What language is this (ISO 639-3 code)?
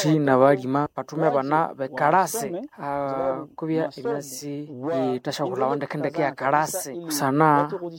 nnb